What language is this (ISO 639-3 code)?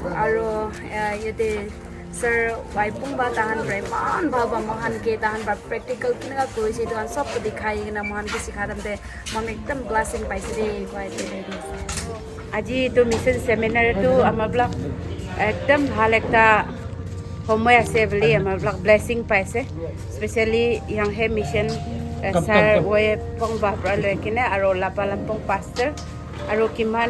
nag